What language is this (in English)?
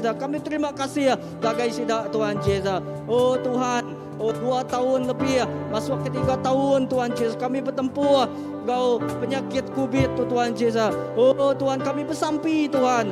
Iban